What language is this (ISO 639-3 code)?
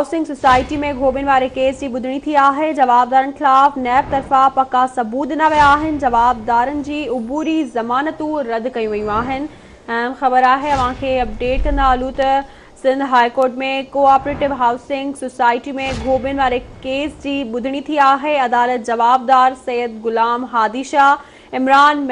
snd